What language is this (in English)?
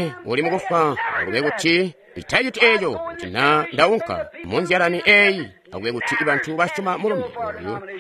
Tonga (Zambia)